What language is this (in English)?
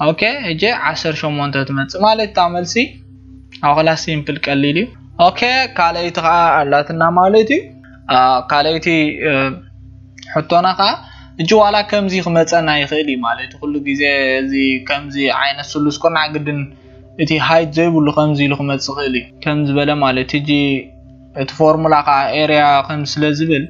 Tigrinya